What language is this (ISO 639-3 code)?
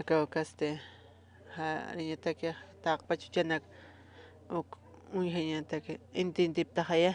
aym